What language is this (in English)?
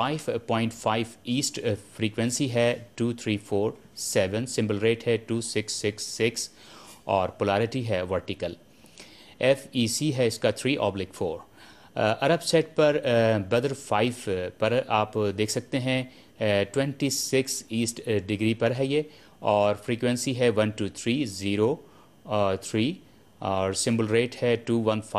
Urdu